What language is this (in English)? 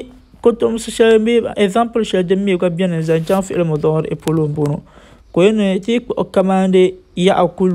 Dagbani